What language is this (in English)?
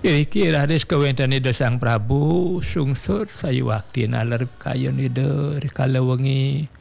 Balinese